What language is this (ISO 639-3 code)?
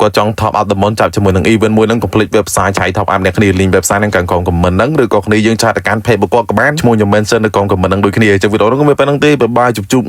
khm